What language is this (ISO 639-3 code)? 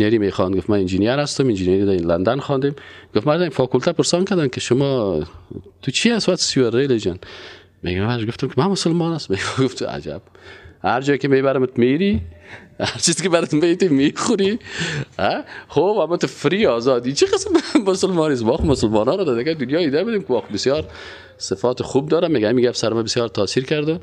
fas